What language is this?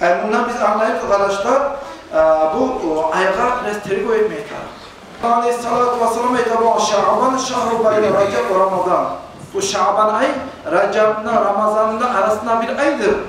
Kumyk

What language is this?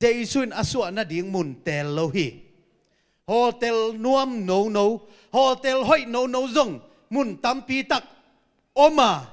Tedim Chin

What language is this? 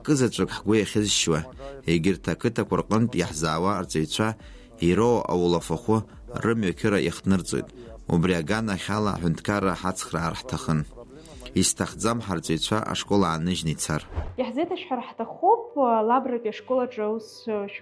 Abkhazian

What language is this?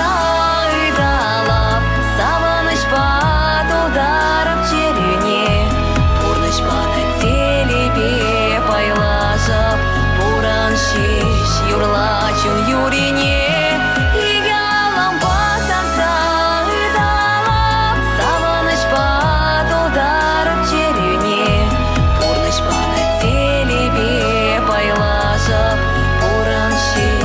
Chuvash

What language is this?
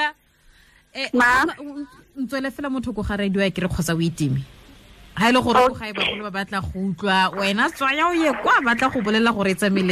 Tswana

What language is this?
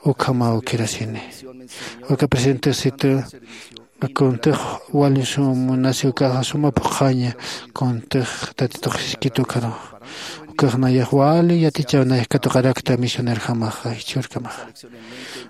Aymara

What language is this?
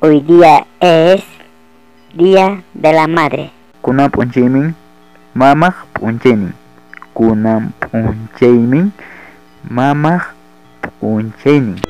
Ayacucho Quechua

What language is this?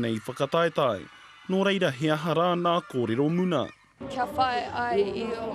Māori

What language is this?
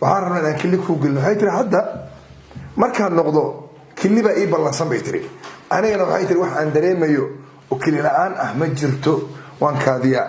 Somali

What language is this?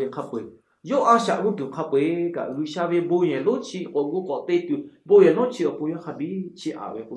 Lahu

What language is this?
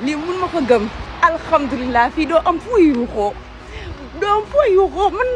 Wolof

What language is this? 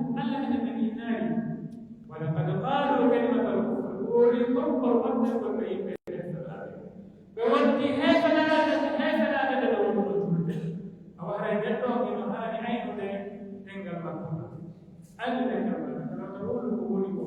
Pular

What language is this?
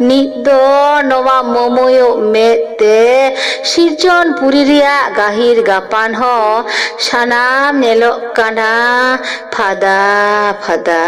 Santali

